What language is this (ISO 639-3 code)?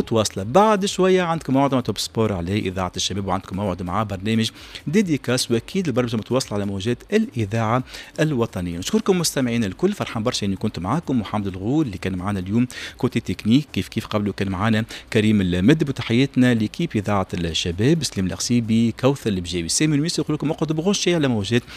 aeb